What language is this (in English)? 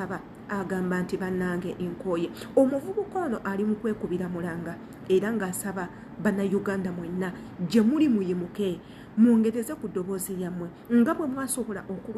Ganda